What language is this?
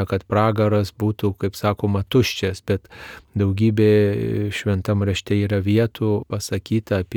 Lithuanian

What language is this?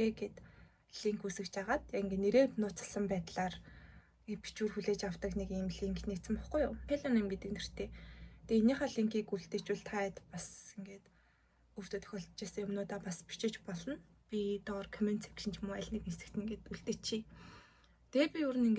Mongolian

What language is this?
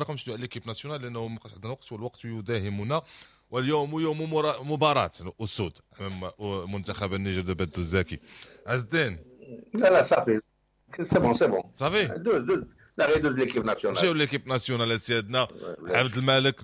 Moroccan Arabic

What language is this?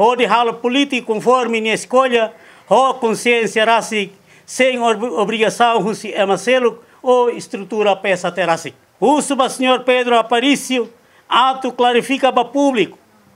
Tetum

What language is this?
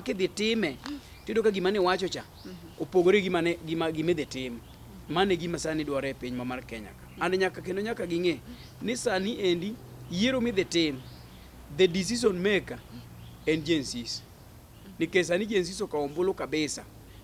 Luo (Kenya and Tanzania)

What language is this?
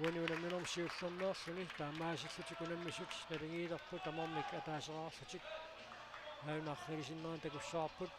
Kalaallisut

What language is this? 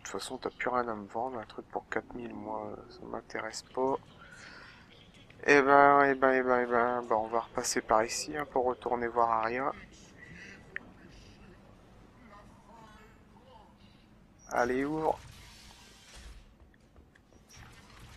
French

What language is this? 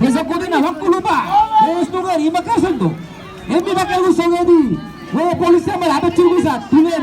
San Blas Kuna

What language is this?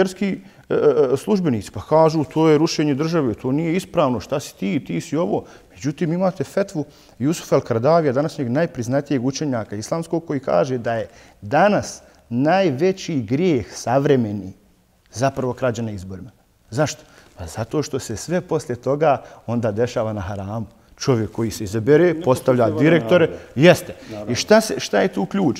Bosnian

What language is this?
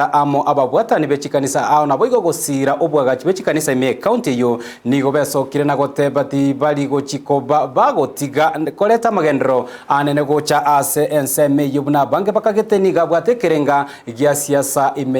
Gusii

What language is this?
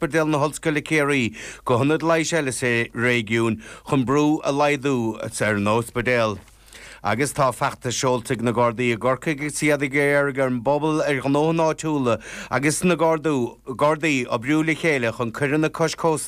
Irish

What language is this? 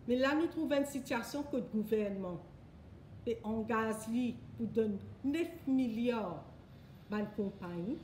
Morisyen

